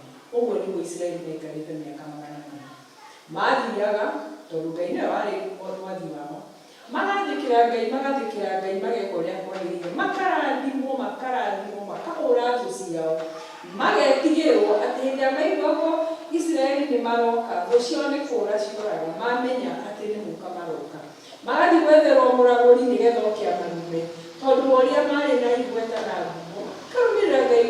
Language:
Kikuyu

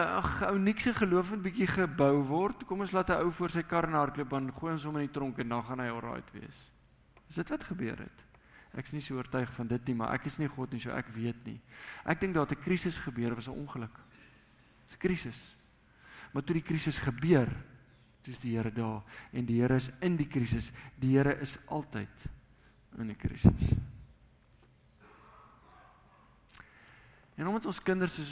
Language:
Afrikaans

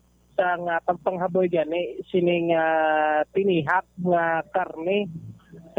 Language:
Hiligaynon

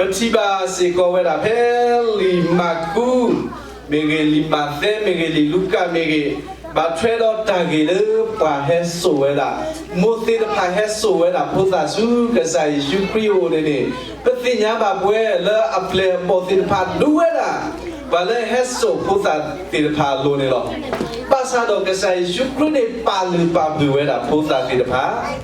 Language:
S'gaw Karen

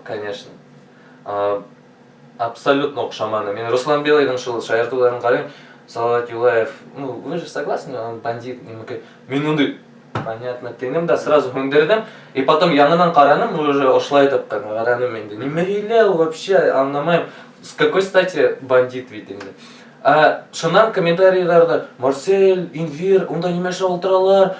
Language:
Bashkir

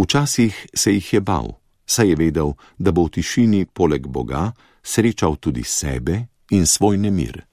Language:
Slovenian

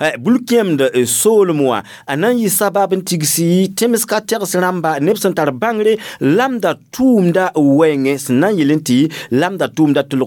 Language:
Mossi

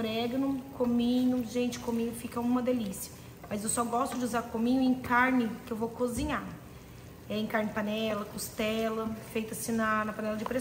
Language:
Portuguese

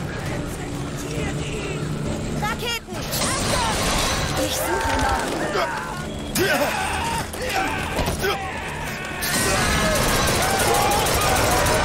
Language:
German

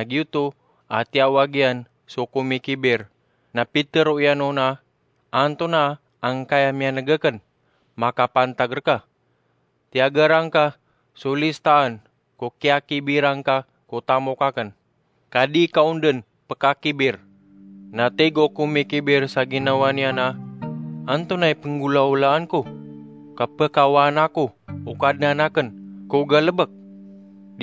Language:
Maranao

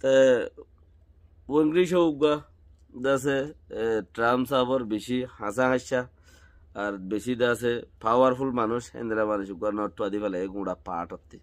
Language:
Rohingya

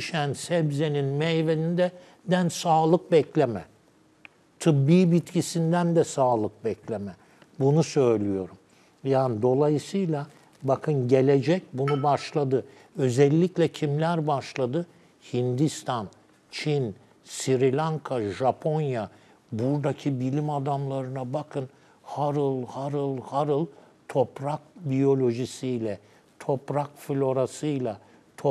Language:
Turkish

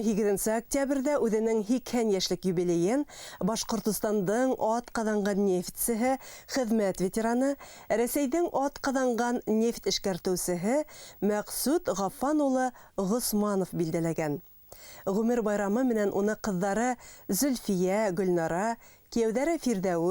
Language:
Bashkir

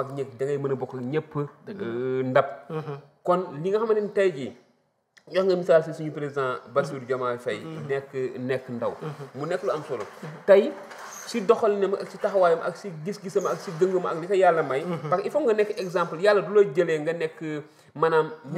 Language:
Wolof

